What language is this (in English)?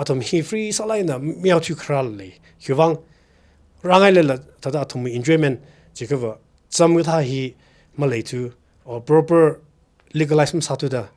Tangkhul Naga (India)